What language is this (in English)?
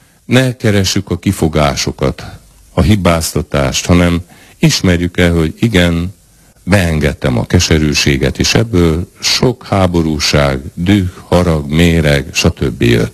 Hungarian